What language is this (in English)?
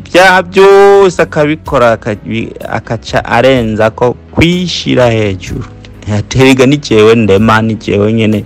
Rundi